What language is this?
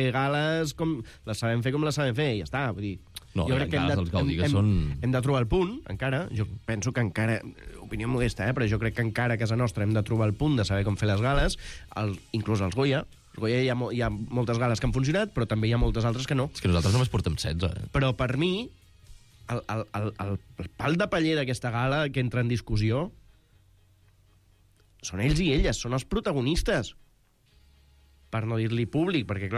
Catalan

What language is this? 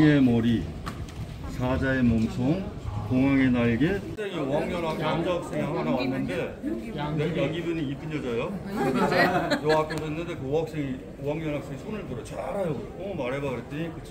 Korean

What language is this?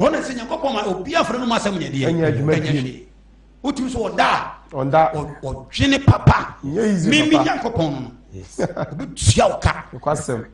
Akan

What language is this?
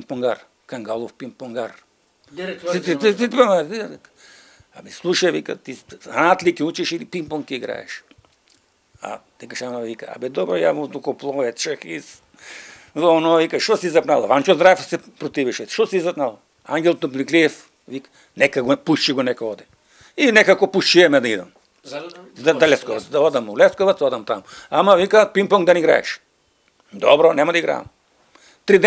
Macedonian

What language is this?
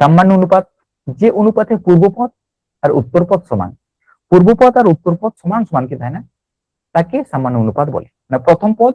Santali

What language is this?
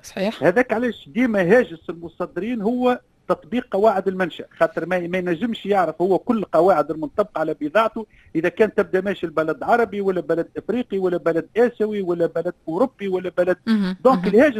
Tunisian Arabic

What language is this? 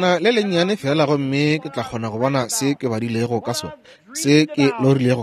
Northern Sotho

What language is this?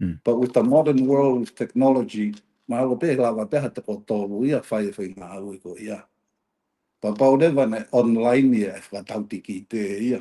Tongan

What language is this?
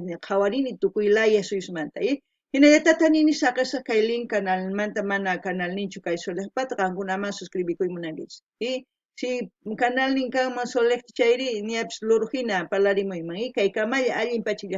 South Bolivian Quechua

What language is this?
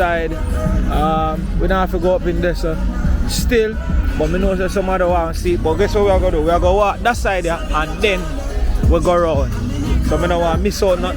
Jamaican Creole English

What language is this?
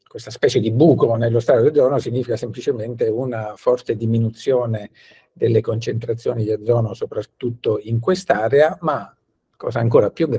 Italian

